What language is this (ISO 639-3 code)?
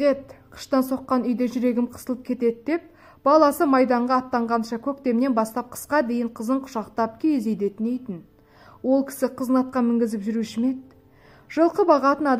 kaz